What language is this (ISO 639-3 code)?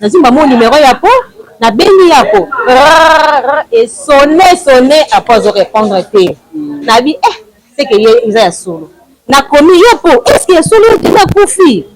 lin